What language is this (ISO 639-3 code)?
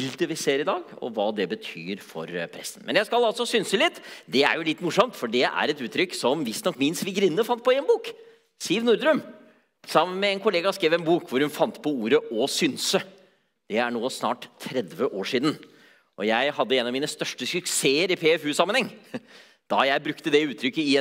nor